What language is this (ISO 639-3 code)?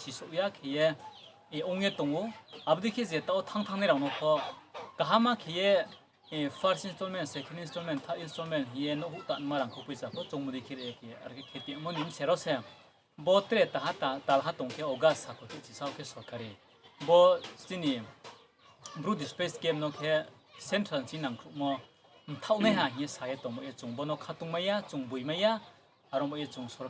ria